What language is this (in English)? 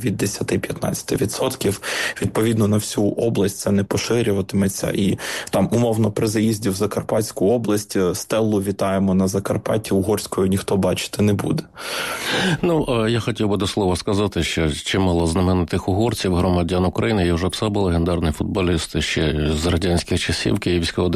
Ukrainian